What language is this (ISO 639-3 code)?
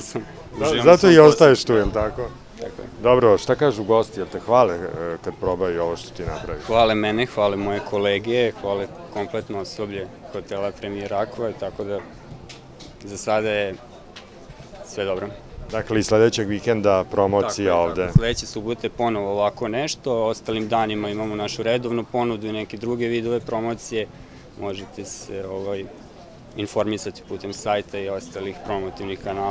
srp